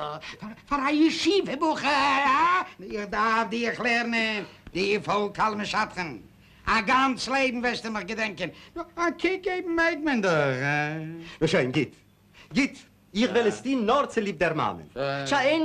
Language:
Yiddish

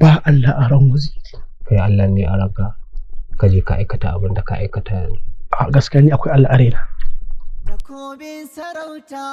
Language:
Hausa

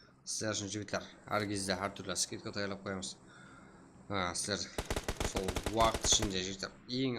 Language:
Kara-Kalpak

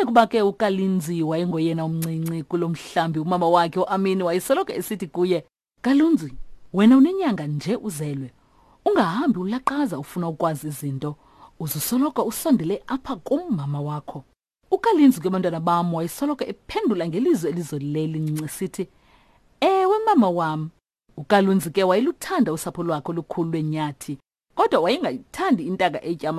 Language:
Xhosa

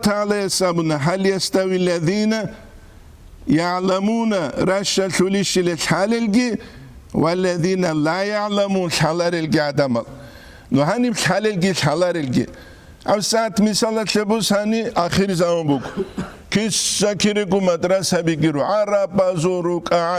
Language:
Avaric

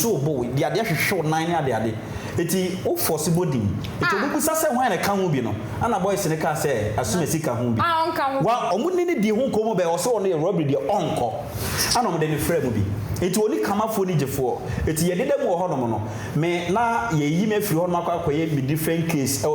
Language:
Akan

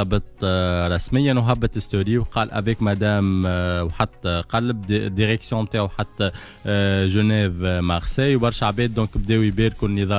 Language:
Tunisian Arabic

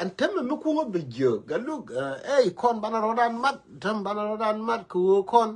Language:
Nuer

